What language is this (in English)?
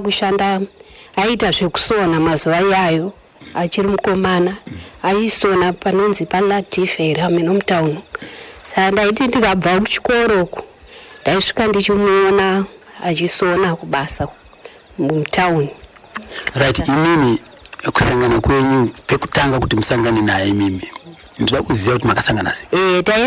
Shona